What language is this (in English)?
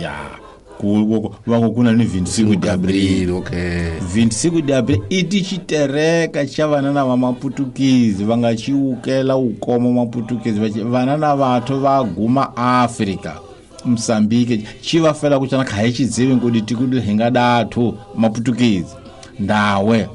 Tsonga